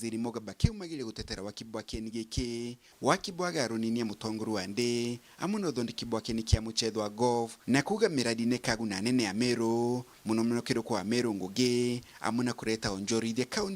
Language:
Meru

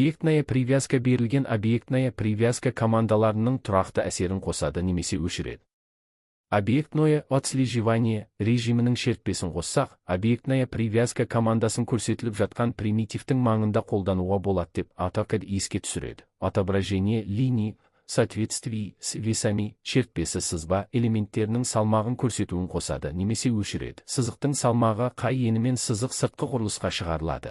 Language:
Kazakh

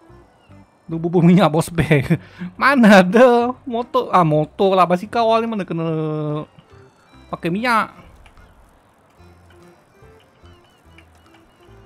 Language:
Malay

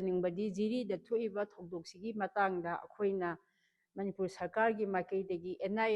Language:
Manipuri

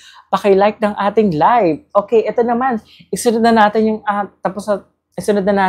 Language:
Filipino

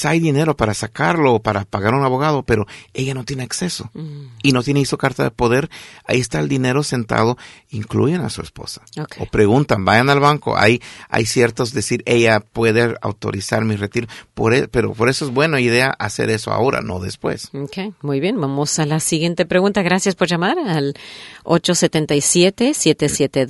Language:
Spanish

